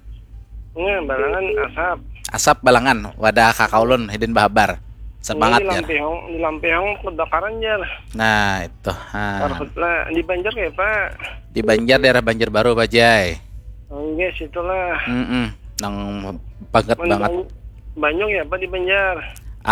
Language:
Banjar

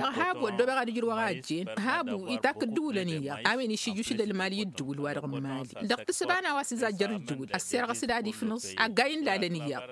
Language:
Tamasheq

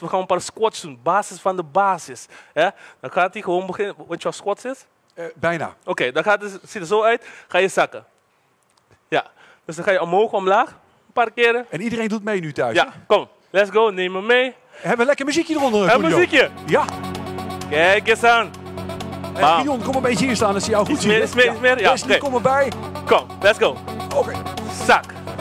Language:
Dutch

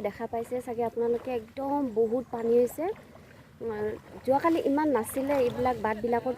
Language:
Assamese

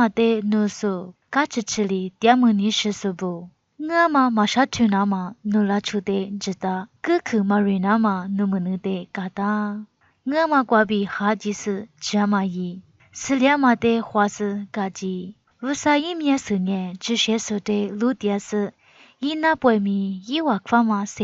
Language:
Lisu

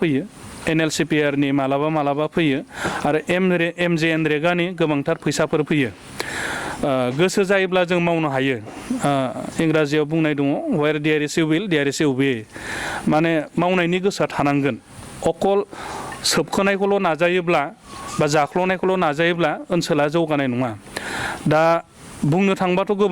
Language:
Bodo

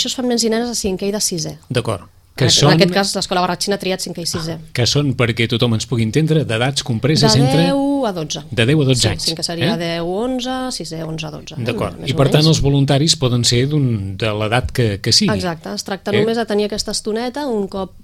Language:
Catalan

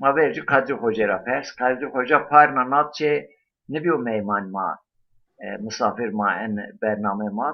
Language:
Zaza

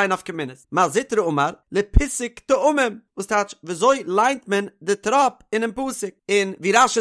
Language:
Yiddish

